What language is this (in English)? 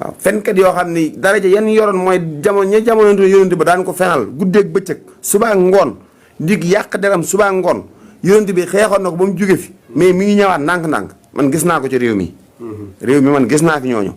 Wolof